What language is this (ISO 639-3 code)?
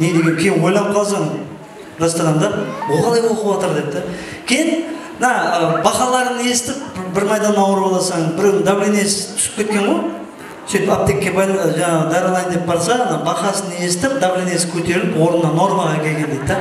kaa